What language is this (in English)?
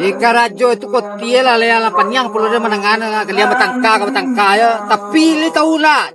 Minangkabau